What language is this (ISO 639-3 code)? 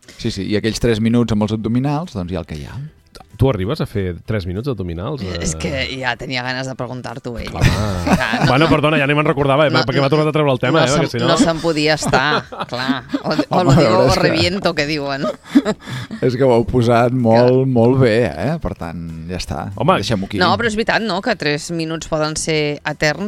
cat